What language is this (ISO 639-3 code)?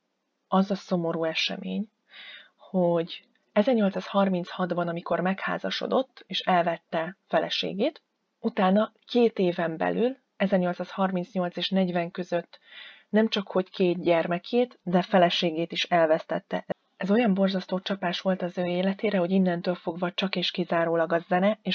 hun